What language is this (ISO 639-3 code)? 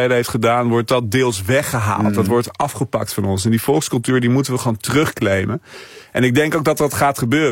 nld